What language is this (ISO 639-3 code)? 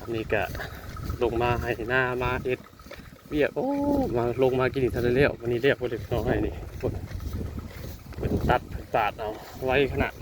tts